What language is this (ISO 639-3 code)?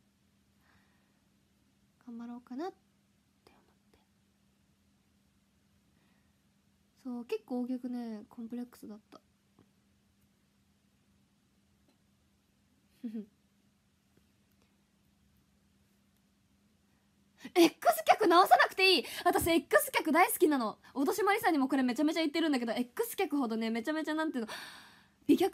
jpn